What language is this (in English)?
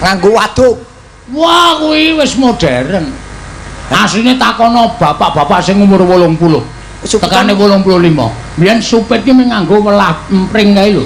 Javanese